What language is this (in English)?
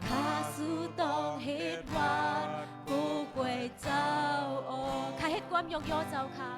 Shan